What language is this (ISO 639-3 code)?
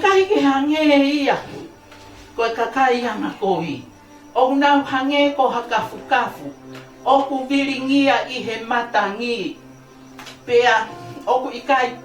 ton